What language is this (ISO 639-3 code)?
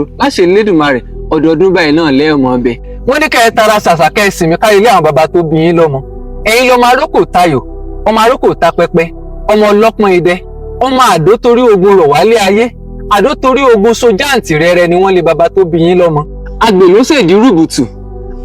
yor